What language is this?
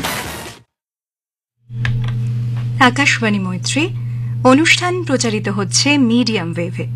Bangla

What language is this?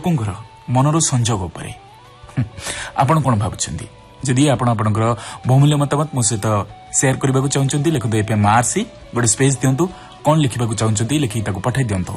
Odia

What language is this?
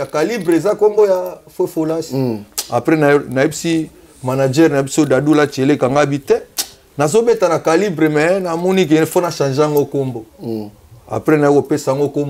Lingala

